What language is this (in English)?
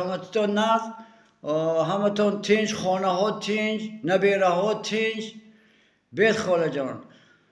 Tajik